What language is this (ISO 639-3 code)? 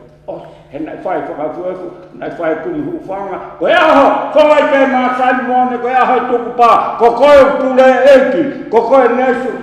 ton